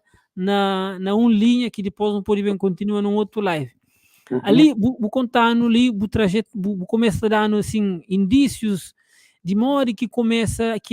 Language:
Kabuverdianu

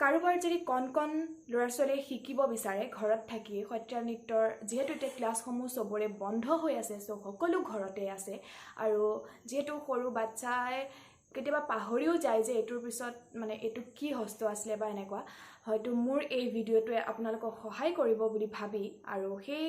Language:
Assamese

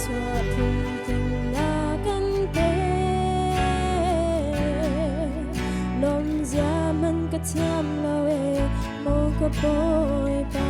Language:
Hakha Chin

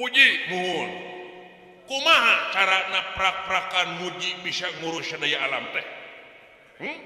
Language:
Sundanese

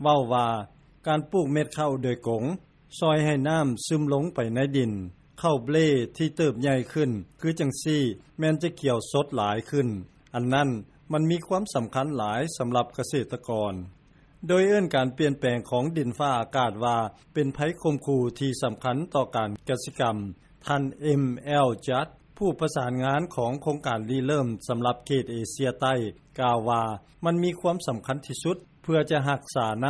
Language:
Lao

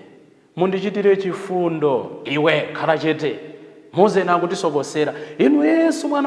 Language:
Nyanja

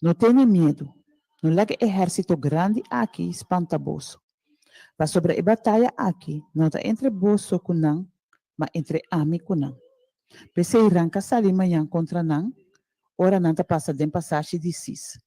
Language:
Papiamento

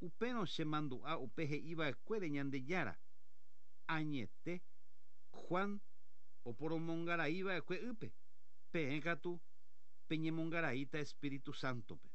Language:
Guarani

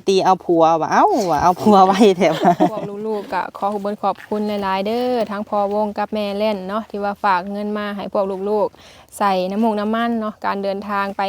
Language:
Lao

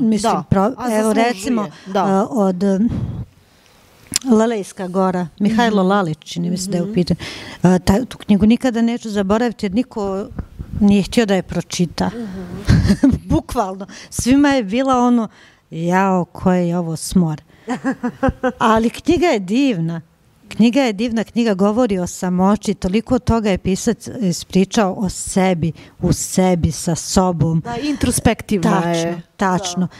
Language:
Serbian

